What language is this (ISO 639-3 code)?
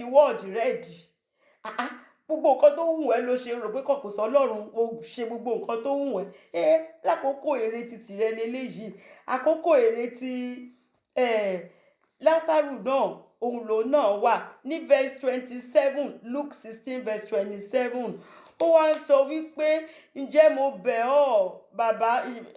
yor